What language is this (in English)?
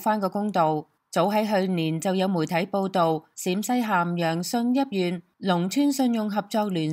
Cantonese